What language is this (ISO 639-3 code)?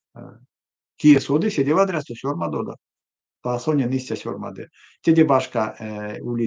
myv